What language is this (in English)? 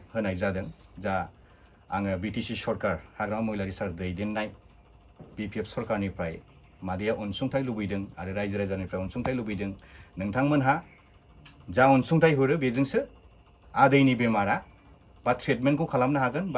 Bodo